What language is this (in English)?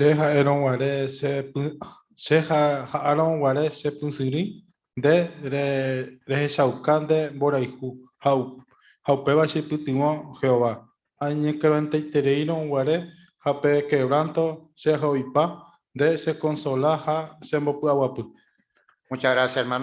Guarani